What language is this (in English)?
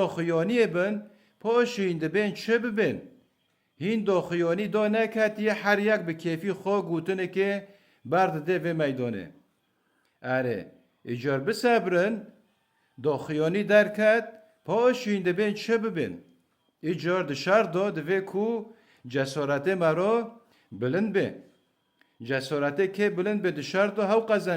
Kurdish